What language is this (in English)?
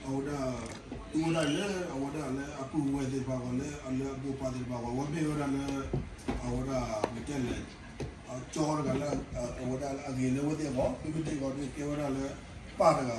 S'gaw Karen